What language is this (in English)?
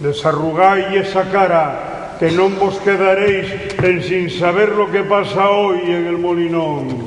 Asturian